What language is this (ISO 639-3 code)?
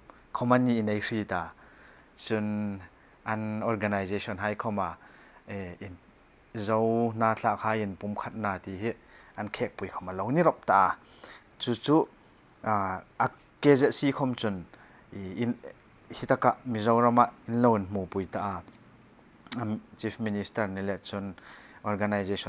hmr